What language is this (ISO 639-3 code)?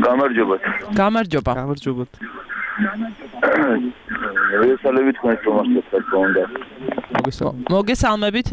kat